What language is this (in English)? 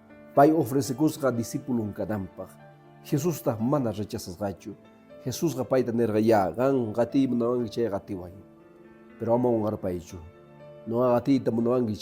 Quechua